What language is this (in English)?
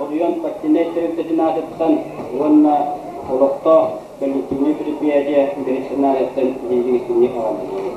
Yakut